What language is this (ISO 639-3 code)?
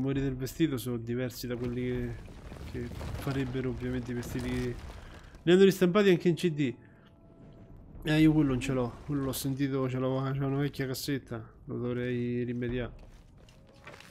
ita